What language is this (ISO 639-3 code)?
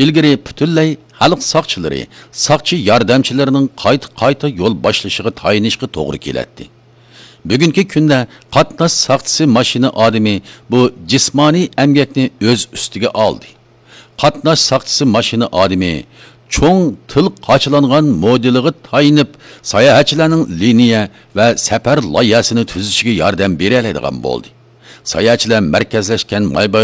uig